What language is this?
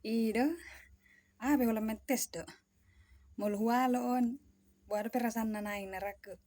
Batak Toba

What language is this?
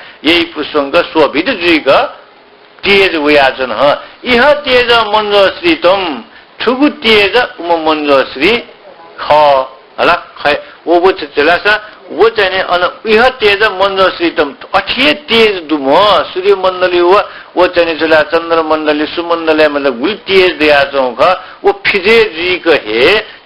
Newari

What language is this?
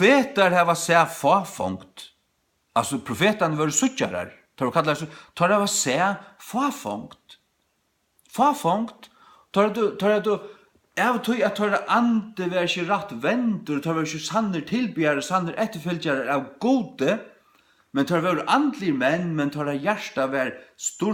Faroese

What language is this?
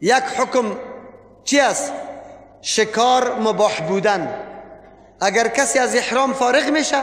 Persian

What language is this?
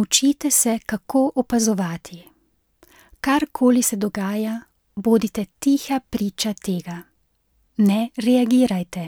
Slovenian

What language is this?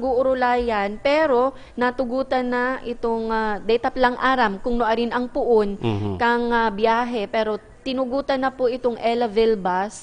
Bikol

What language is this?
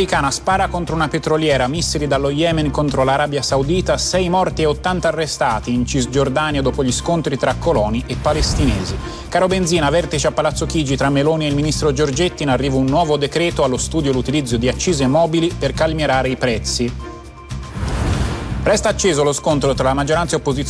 Italian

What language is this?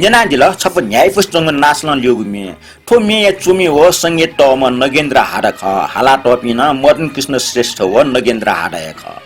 Newari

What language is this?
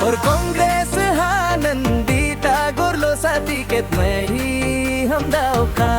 Dimasa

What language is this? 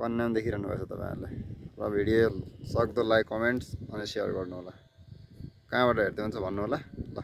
Nepali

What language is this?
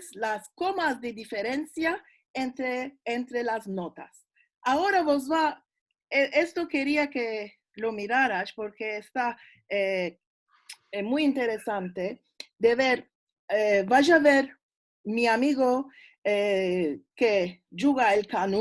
Ladino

